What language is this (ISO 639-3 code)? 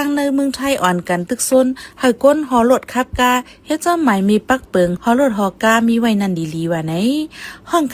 shn